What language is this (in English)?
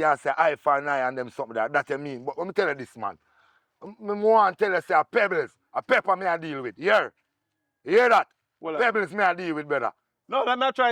Jamaican Creole English